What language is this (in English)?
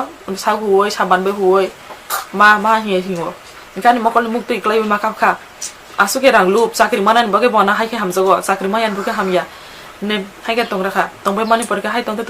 Kok Borok